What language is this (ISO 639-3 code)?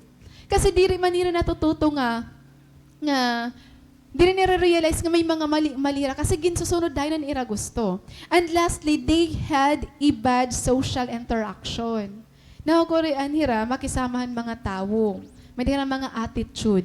war